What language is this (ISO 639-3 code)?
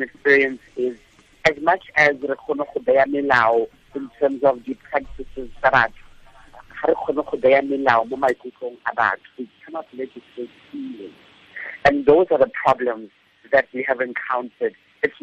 tsn